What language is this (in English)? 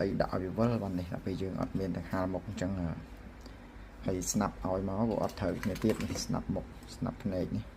Khmer